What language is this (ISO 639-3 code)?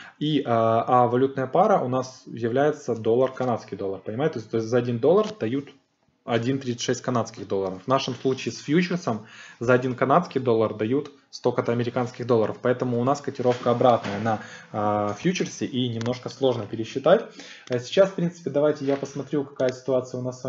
rus